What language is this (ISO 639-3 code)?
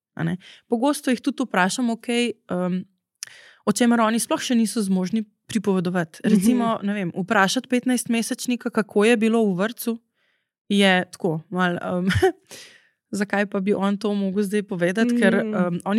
slv